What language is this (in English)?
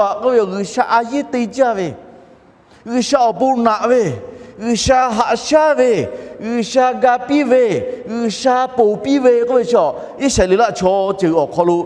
Lahu